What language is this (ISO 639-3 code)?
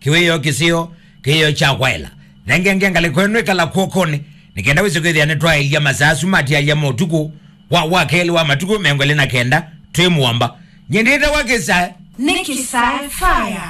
kam